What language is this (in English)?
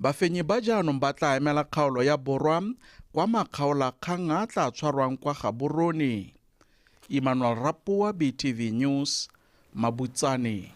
Tswana